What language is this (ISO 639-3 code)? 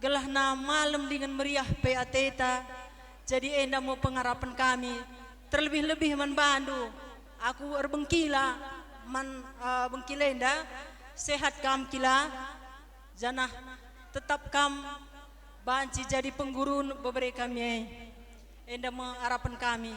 btx